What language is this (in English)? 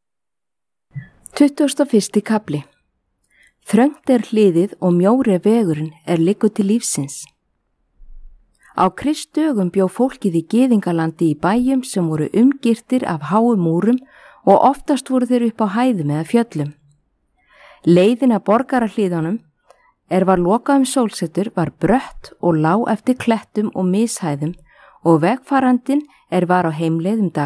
Icelandic